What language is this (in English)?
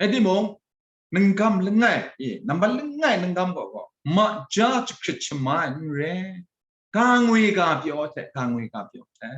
Kachin